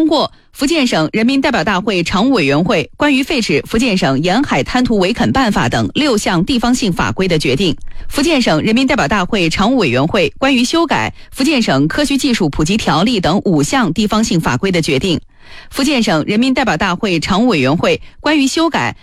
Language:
Chinese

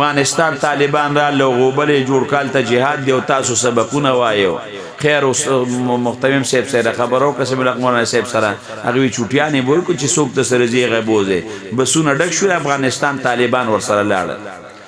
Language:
Pashto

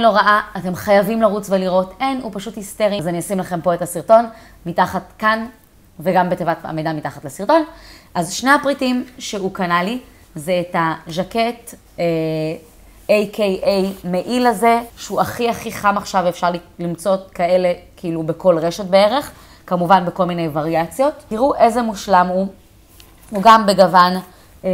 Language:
Hebrew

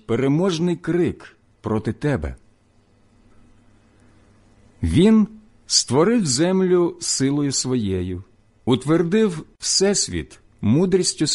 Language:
Ukrainian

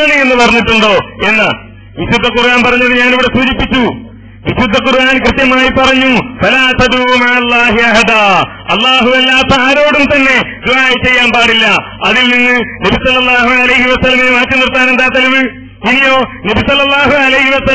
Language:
Malayalam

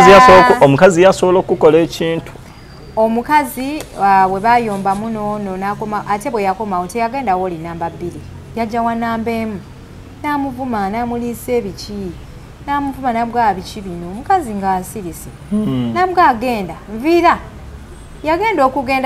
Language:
Ganda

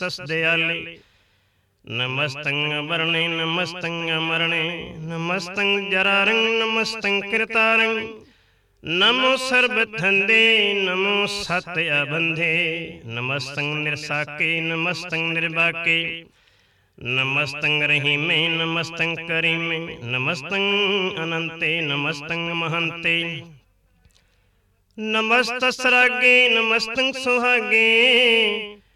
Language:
Punjabi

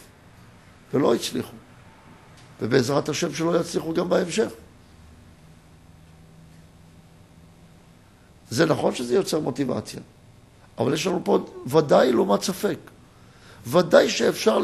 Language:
Hebrew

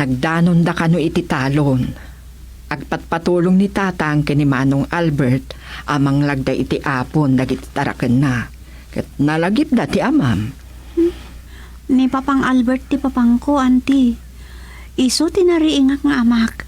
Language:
Iloko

